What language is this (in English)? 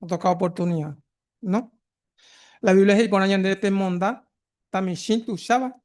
Guarani